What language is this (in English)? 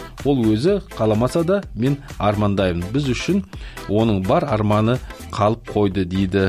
Kazakh